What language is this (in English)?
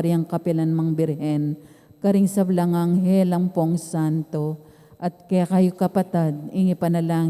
Pampanga